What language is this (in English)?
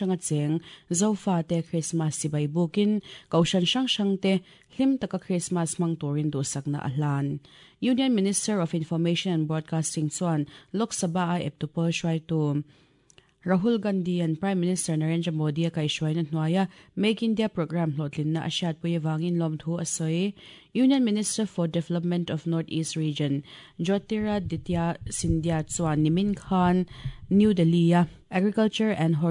Mizo